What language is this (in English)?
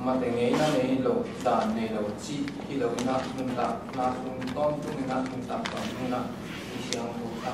Tedim Chin